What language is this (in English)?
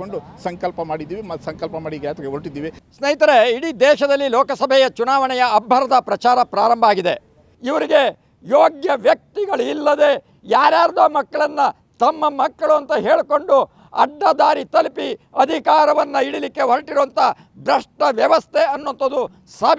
Kannada